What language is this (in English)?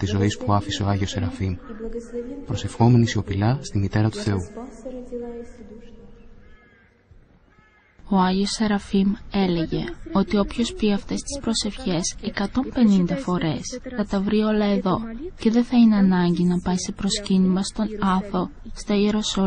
Greek